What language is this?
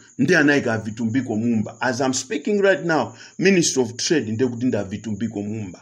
Nyanja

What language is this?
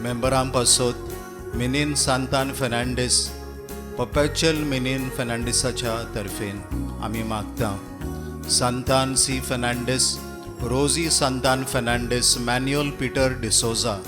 Konkani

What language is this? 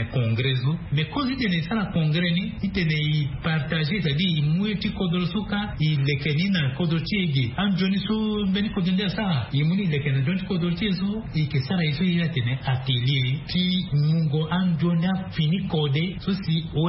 Sango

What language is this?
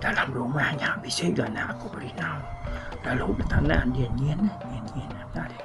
Iban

